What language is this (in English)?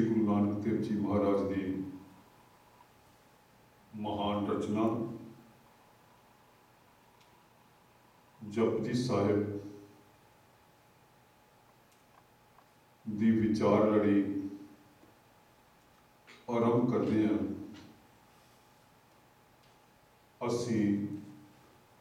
Punjabi